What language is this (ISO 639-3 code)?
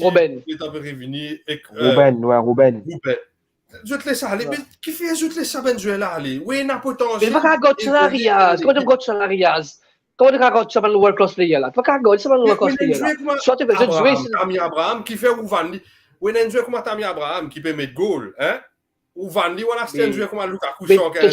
mfe